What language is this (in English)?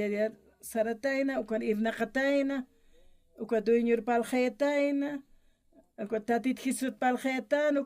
Aymara